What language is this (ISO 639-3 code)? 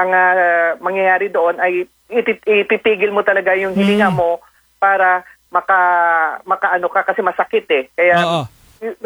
fil